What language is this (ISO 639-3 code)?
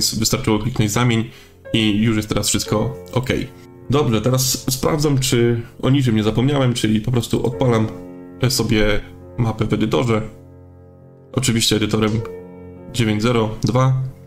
pol